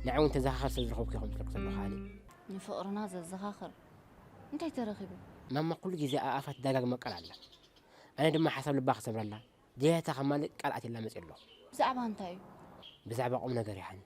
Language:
Tigrinya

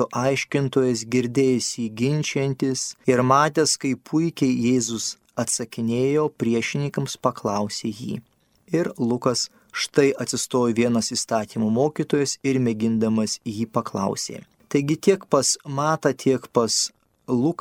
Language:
Lithuanian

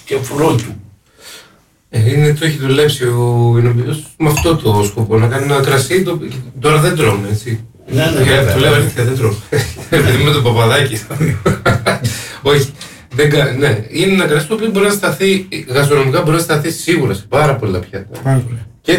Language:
Greek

